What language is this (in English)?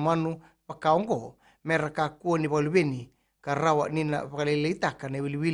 Fijian